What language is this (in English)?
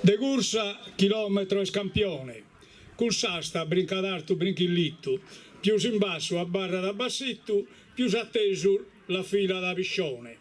Sardinian